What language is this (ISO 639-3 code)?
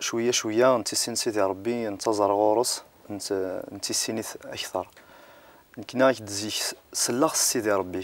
kab